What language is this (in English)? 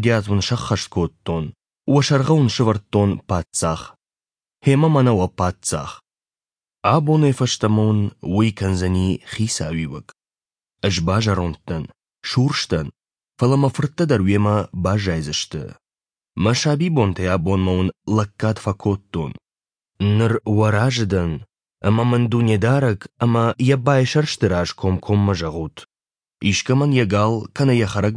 Ossetic